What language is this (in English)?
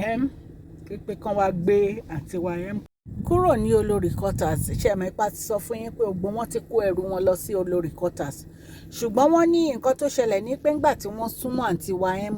Yoruba